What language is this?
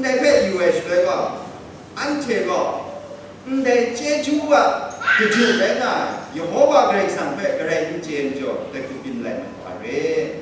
Kachin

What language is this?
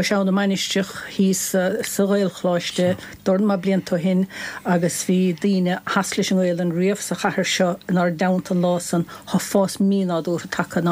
Irish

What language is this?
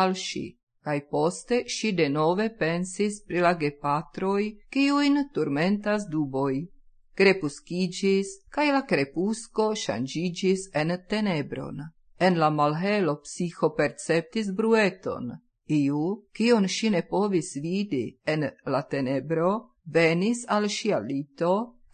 Esperanto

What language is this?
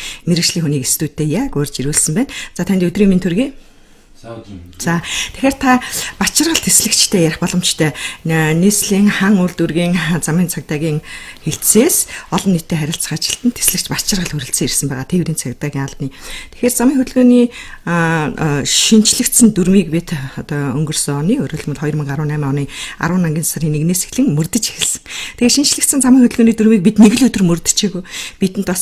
Mongolian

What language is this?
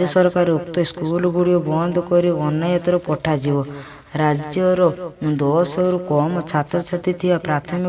Odia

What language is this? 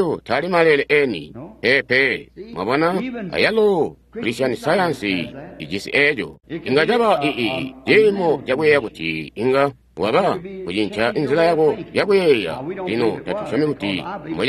Tonga (Zambia)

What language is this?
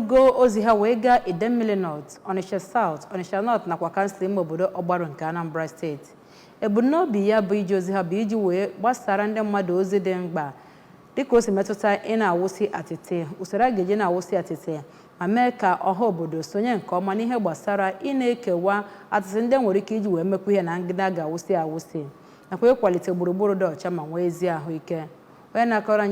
Igbo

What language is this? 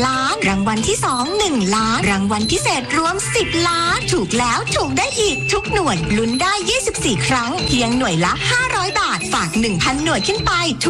Thai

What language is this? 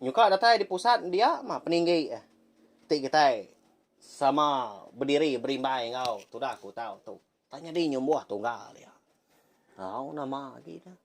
Iban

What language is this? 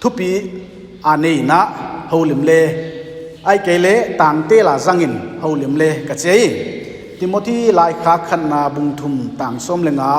Paite Chin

